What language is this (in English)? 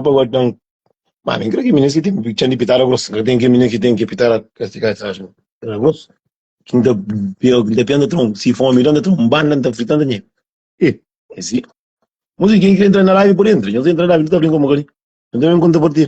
Kabuverdianu